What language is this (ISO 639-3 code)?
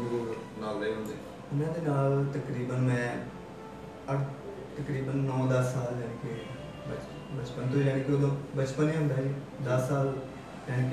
pan